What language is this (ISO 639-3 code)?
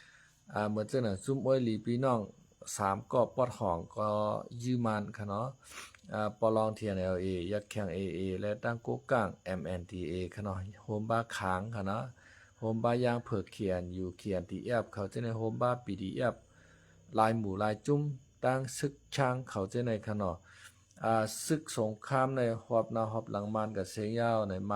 shn